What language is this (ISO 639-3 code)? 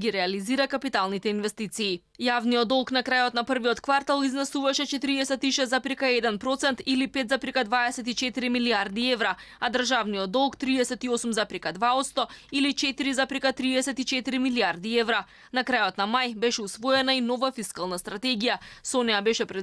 mkd